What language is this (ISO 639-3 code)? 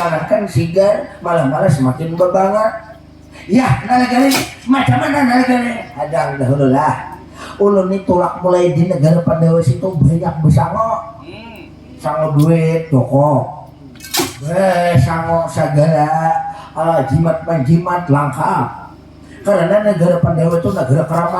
bjn